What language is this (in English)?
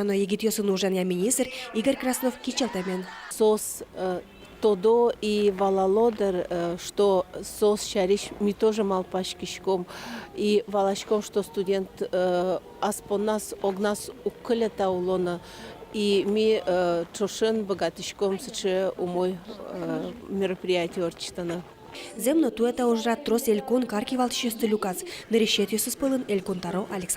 Udmurt